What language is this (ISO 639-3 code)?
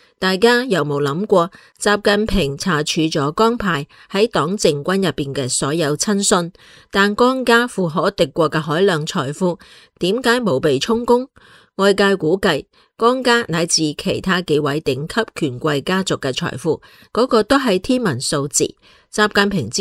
yue